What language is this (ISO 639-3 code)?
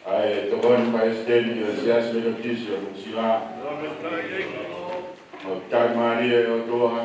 ton